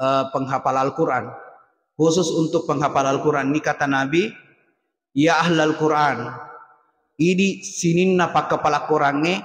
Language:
Buginese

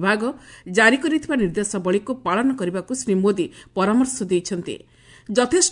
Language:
Odia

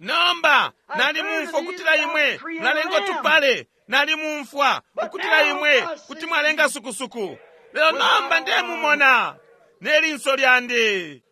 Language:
Bemba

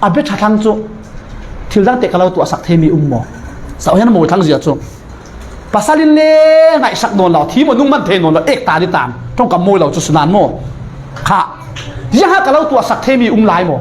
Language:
Falam Chin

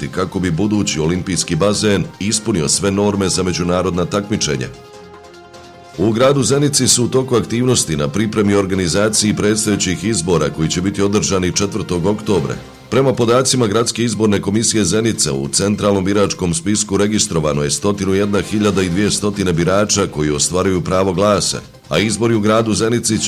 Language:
Bosnian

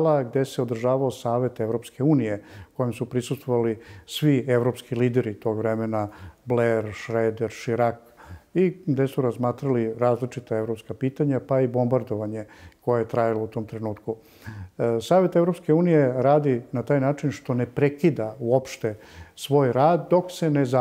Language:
Serbian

